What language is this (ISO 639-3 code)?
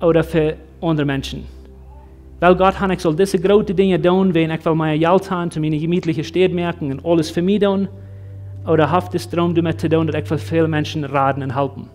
pdt